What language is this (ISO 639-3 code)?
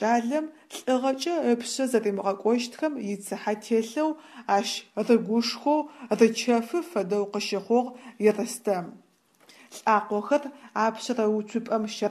ady